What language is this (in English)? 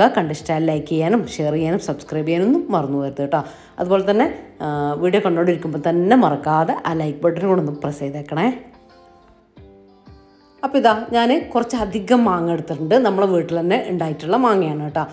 Malayalam